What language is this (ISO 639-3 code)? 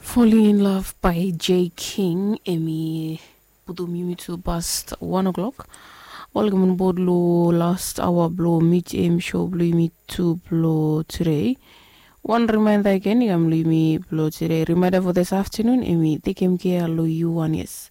bis